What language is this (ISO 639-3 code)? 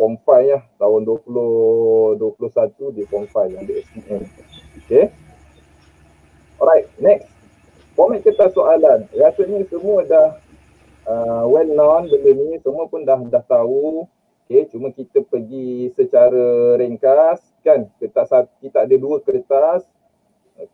msa